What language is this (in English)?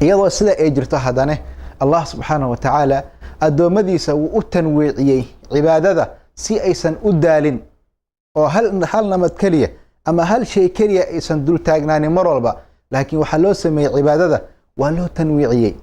Somali